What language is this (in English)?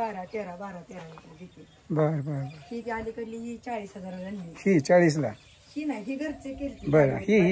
Marathi